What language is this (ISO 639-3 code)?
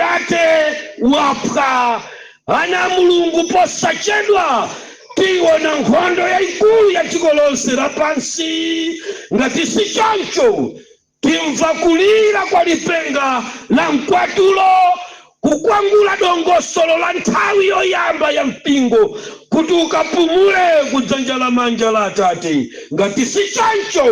nya